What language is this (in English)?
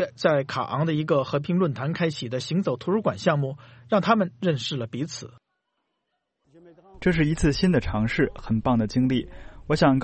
Chinese